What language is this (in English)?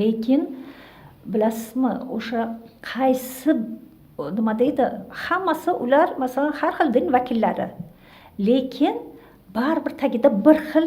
Uzbek